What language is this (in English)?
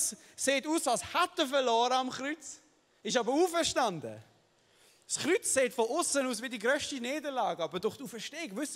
Swiss German